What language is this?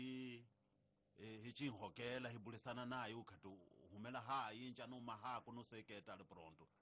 Tsonga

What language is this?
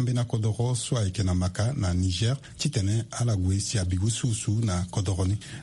Sango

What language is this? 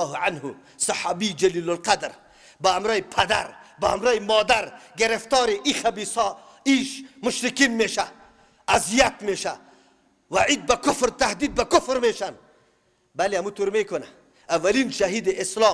Persian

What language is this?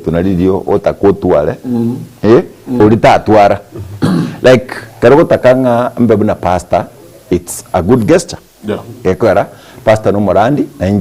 Gusii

